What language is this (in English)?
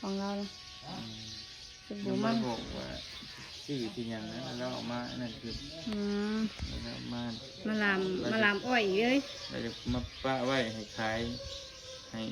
Lao